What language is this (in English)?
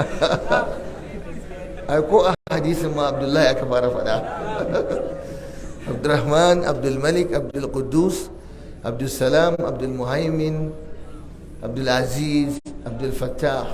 Hausa